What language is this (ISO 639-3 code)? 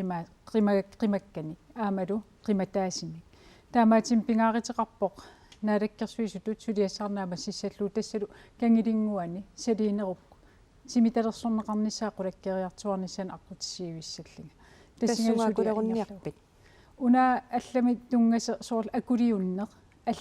kal